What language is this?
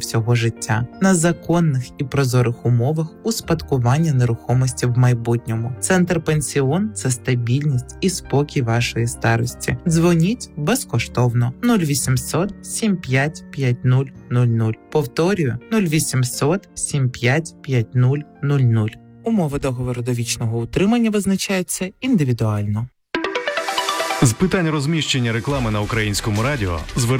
Ukrainian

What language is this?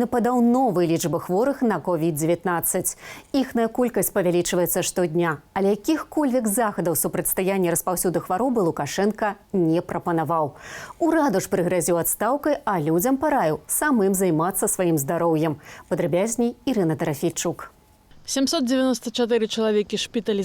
Belarusian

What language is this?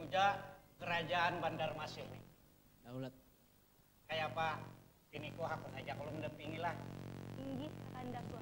Banjar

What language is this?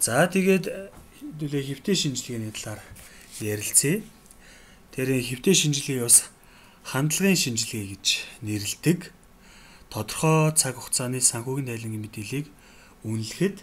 Mongolian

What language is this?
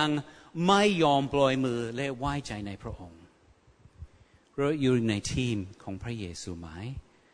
Thai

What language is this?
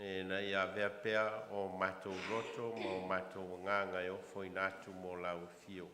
Samoan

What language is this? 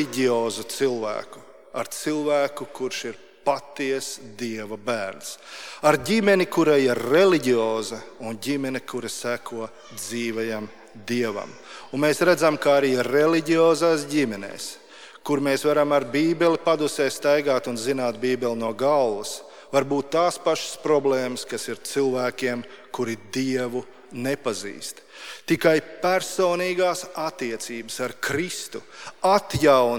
Latvian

